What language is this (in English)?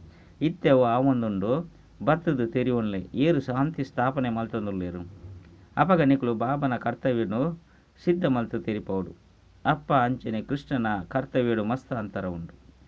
Tulu